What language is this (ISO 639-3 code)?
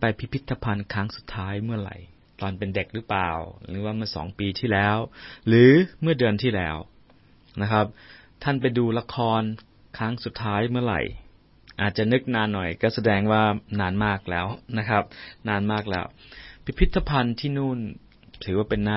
tha